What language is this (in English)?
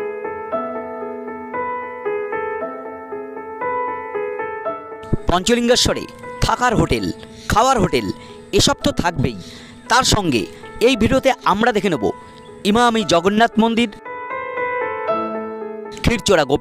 Bangla